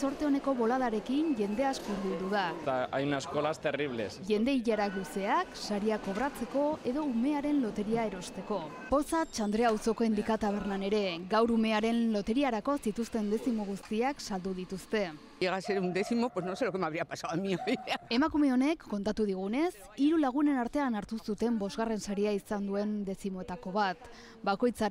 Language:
Basque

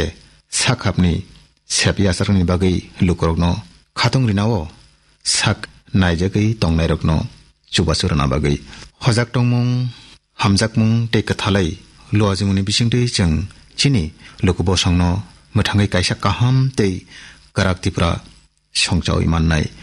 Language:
Kok Borok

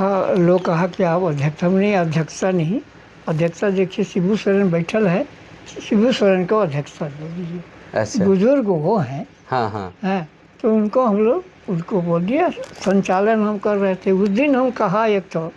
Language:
Sadri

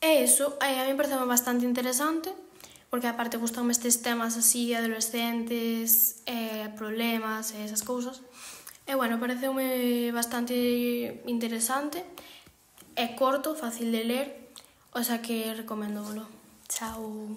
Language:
Galician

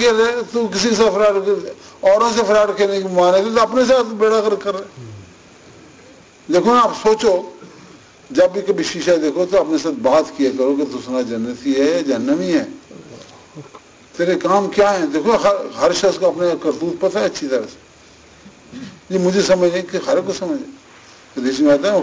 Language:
Urdu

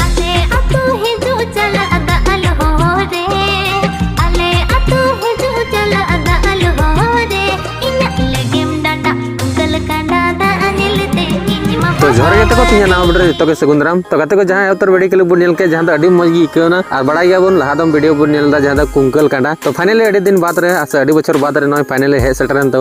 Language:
Santali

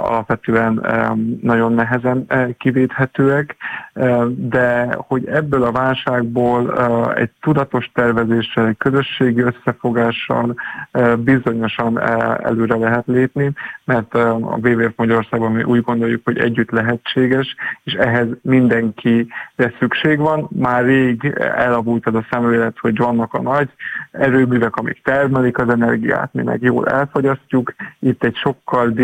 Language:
Hungarian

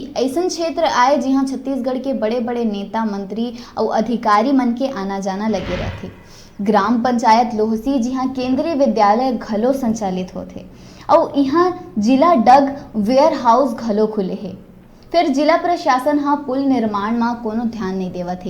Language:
Chhattisgarhi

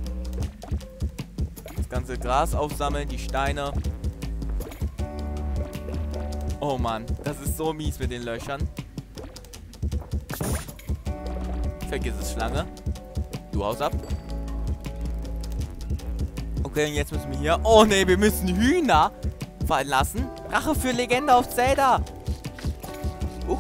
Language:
German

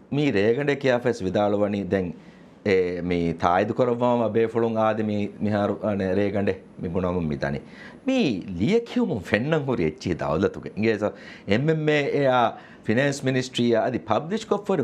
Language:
Divehi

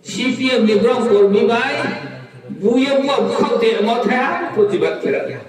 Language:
Riang (India)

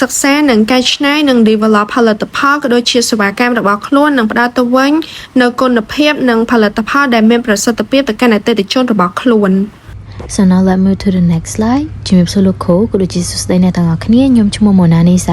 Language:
Khmer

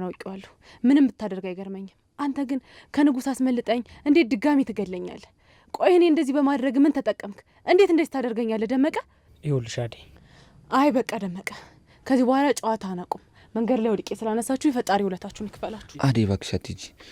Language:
Amharic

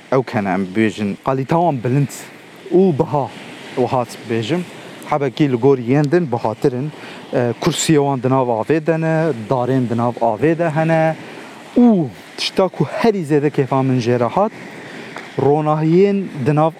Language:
Kurdish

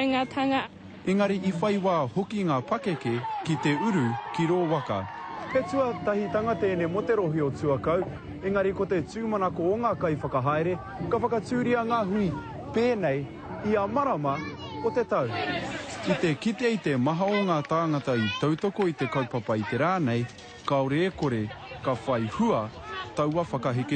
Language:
Māori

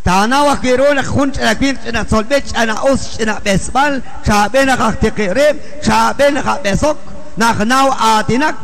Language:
Kekchí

